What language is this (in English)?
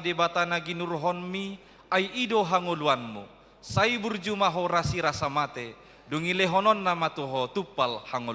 Batak Toba